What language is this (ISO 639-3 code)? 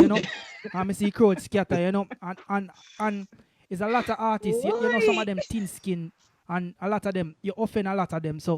jam